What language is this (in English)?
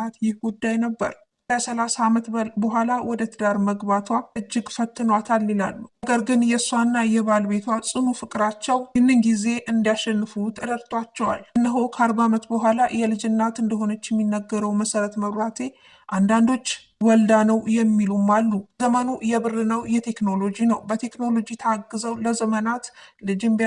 Amharic